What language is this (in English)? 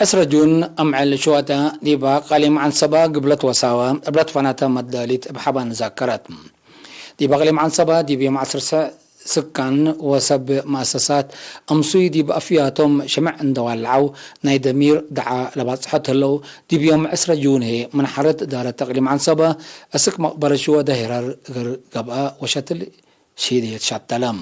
Tigre